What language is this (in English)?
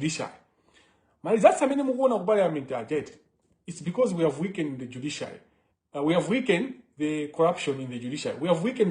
Nyanja